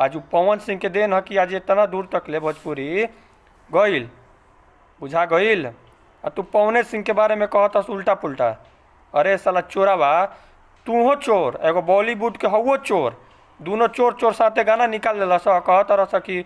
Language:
Bhojpuri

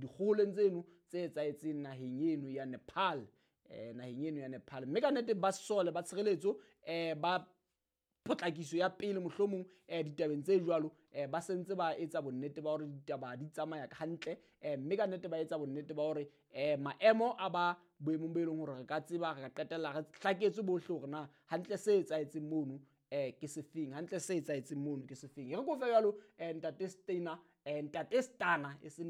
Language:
Southern Sotho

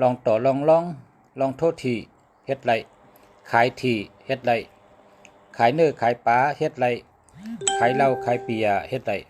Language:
Shan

